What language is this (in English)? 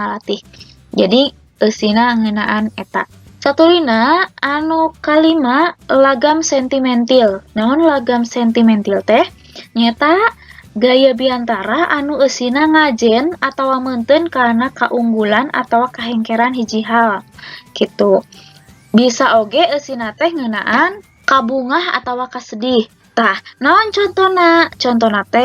Sundanese